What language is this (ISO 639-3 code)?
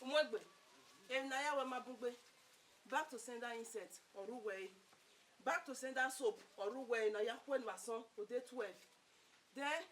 bin